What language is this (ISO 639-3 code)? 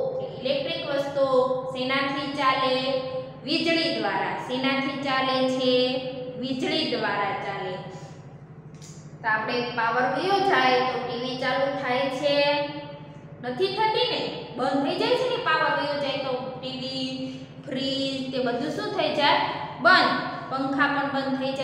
guj